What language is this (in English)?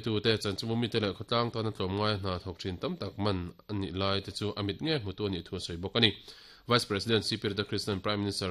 Mizo